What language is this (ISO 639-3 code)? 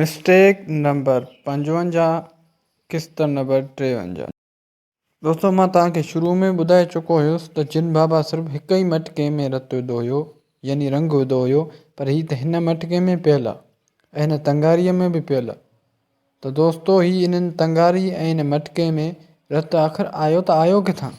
snd